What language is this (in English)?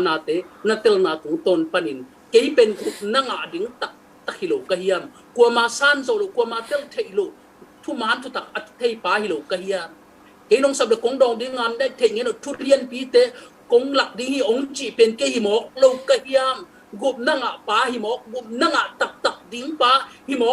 Tedim Chin